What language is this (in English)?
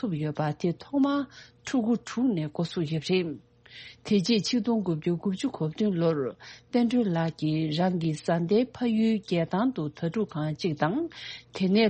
Tibetan